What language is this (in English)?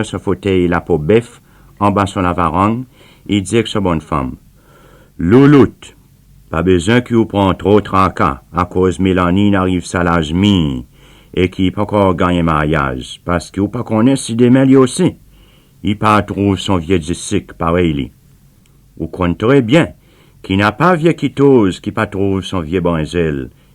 Seselwa Creole French